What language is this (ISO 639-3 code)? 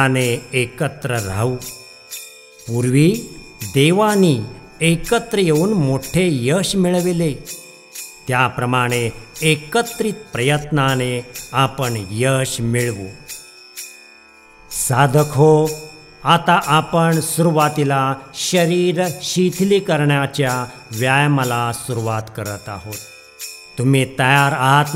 mar